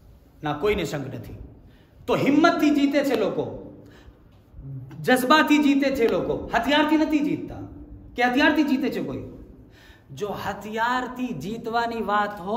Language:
Gujarati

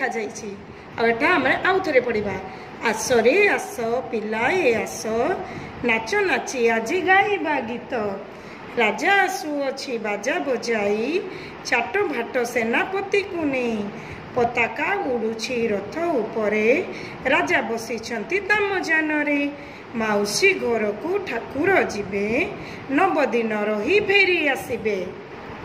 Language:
Odia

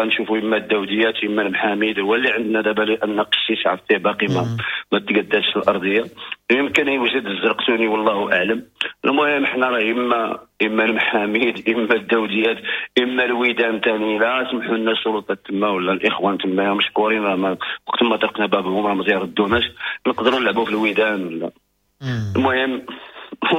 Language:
Moroccan Arabic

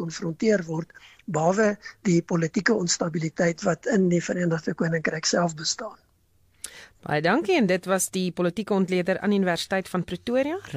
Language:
Afrikaans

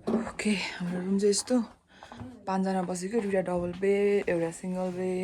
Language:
Nepali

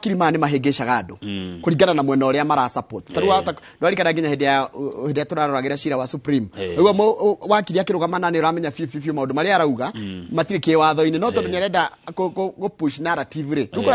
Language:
Kikuyu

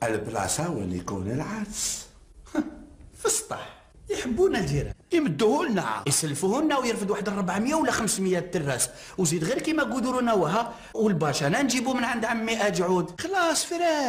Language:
Algerian Arabic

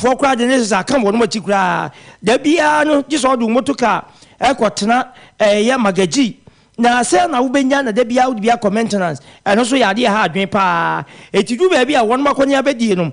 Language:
Akan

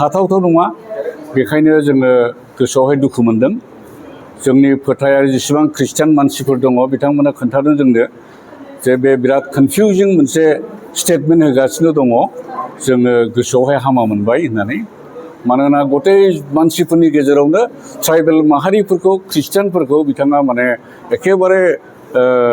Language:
Bodo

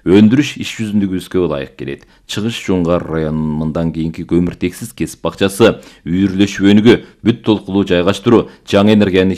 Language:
Kyrgyz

